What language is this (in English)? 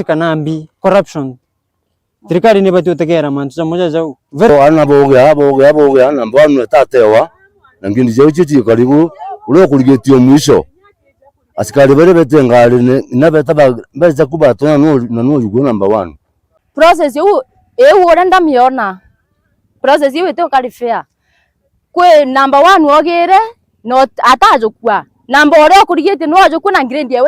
Meru